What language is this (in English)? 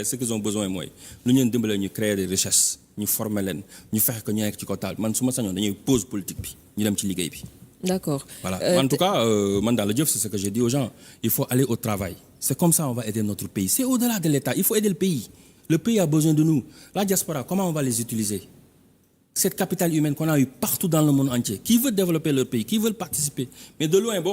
Wolof